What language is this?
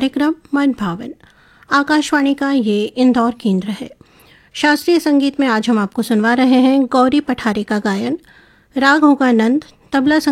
Hindi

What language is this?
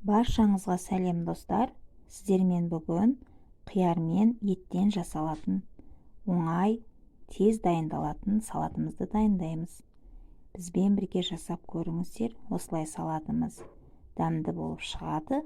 Kazakh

